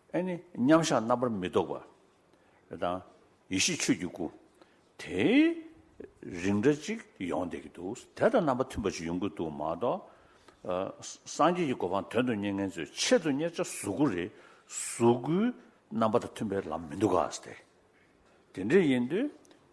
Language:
Khams Tibetan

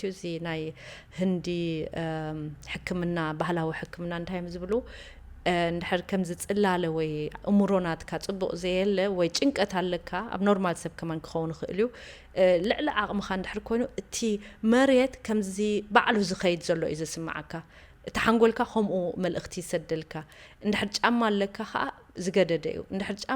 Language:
Tigrinya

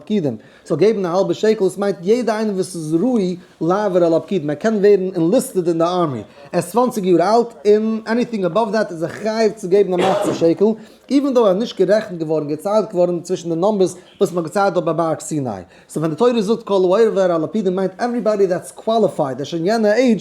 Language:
Yiddish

